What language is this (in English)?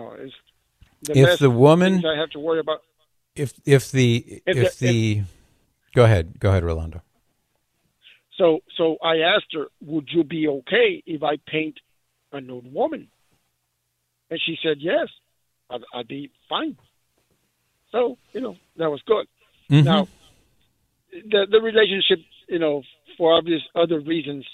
English